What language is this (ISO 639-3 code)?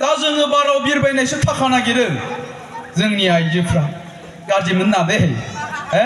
brx